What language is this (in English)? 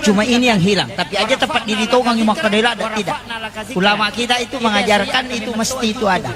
Buginese